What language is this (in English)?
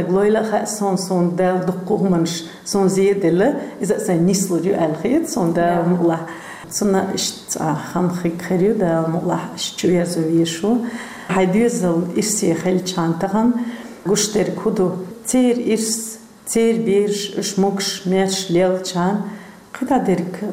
Chechen